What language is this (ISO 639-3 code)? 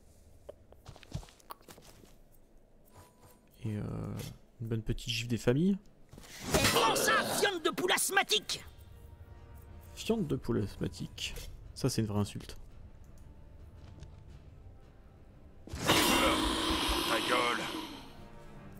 fra